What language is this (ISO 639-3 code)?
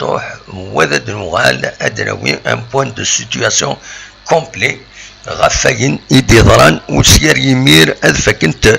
kab